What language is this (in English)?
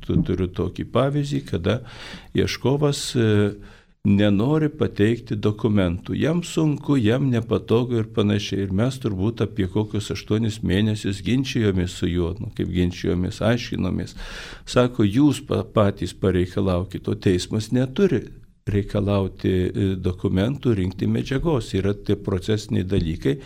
Lithuanian